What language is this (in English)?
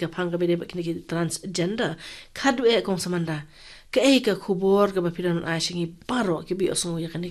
Khasi